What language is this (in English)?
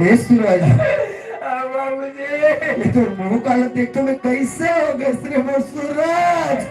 Chhattisgarhi